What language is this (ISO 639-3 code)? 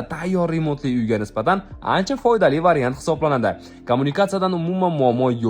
uzb